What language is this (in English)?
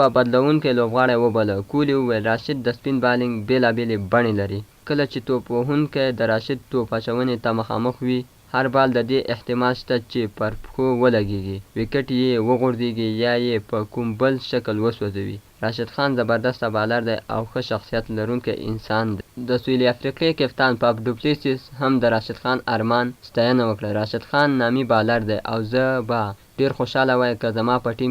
Pashto